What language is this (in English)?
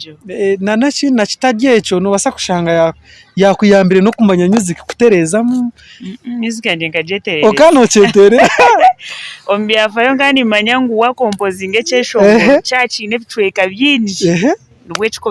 Nyankole